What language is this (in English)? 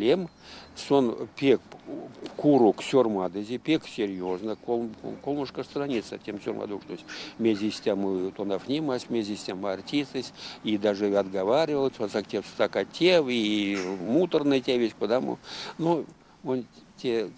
Erzya